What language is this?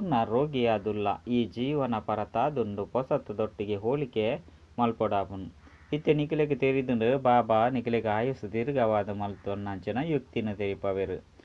Tulu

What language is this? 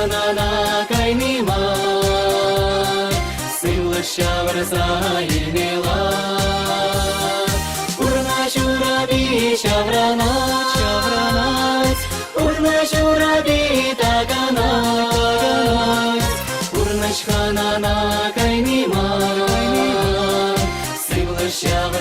Chuvash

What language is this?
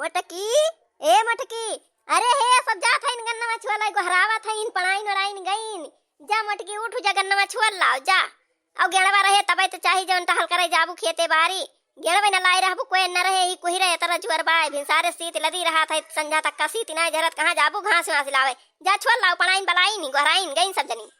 Awadhi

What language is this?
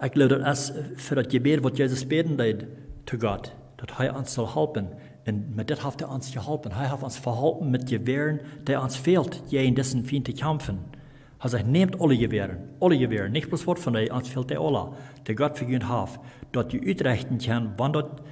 Plautdietsch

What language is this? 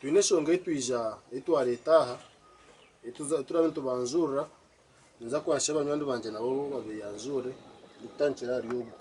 Nyankole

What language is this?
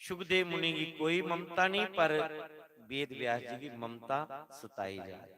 Dogri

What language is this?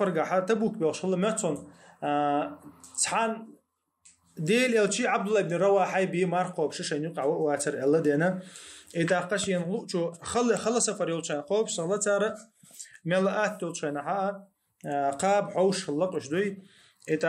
Chechen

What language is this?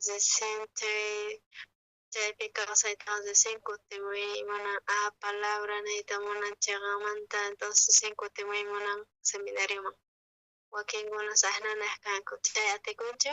South Bolivian Quechua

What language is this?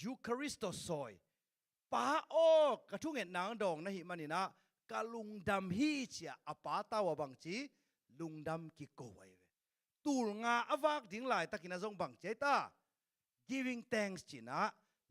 Tedim Chin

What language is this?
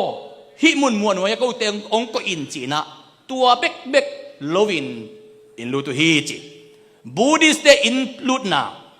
Tedim Chin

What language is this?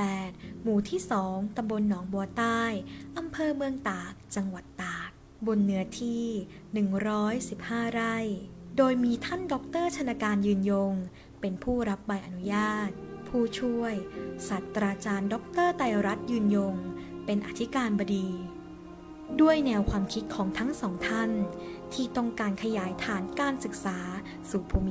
Thai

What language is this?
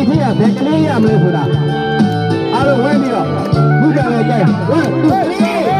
Burmese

